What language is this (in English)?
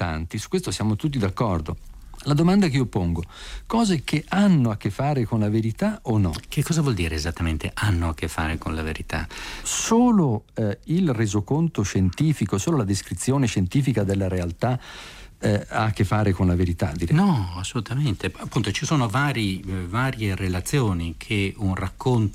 Italian